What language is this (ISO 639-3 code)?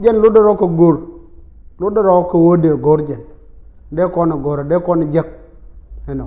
nus